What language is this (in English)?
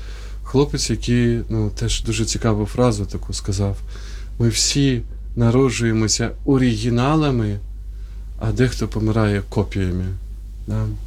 Ukrainian